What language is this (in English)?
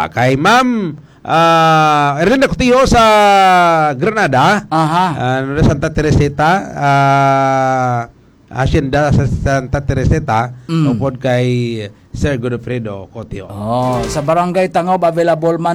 Hiligaynon